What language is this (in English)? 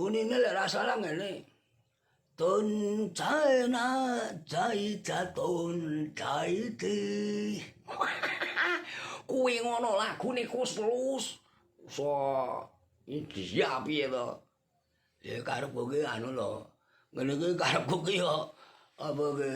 Javanese